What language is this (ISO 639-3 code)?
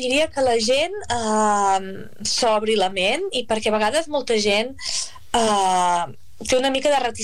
cat